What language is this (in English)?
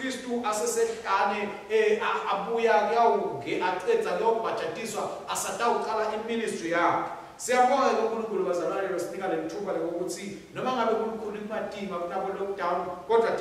Swati